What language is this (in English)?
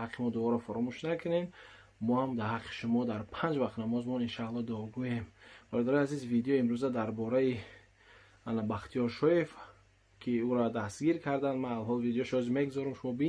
Tajik